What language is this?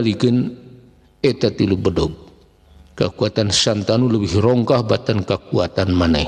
Sundanese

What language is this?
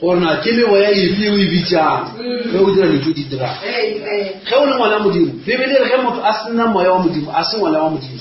Northern Sotho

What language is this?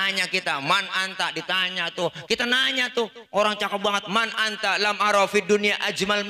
Betawi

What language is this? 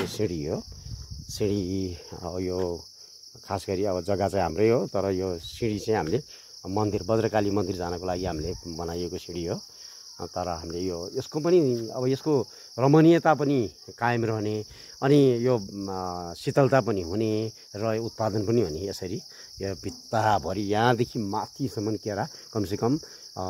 Nepali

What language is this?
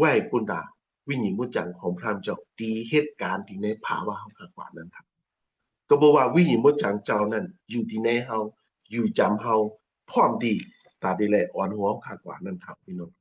Shan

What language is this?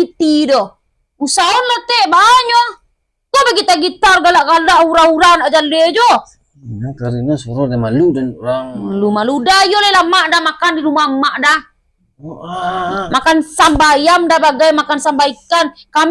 Minangkabau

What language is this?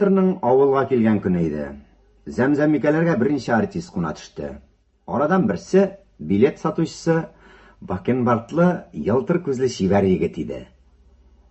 Tatar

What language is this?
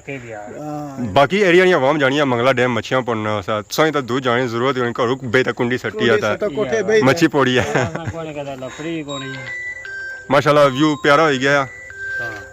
Pahari-Potwari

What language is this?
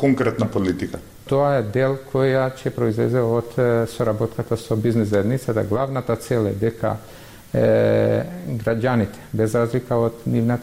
Macedonian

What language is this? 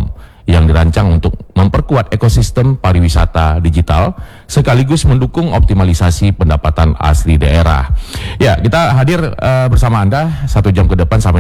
Indonesian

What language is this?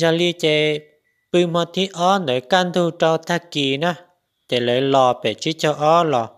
Hmong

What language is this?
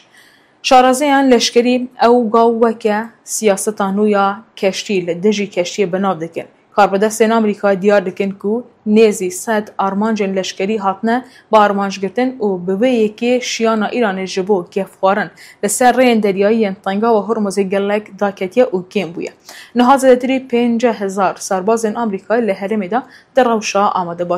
Kurdish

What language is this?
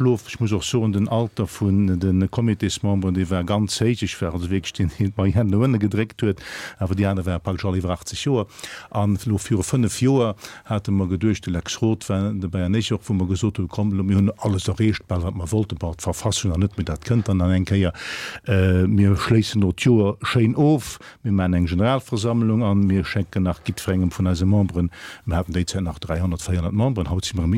Luxembourgish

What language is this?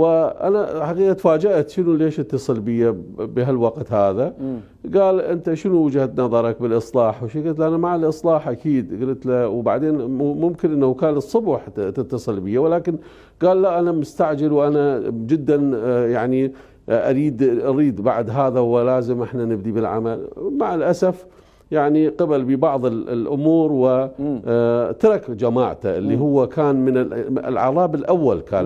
Mesopotamian Arabic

